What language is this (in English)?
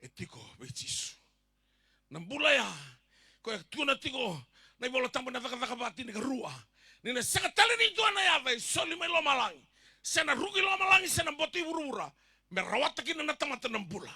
Fijian